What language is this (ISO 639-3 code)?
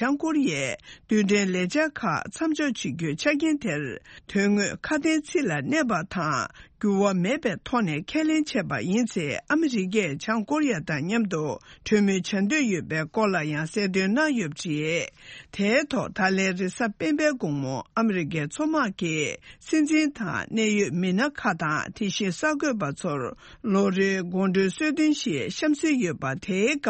bod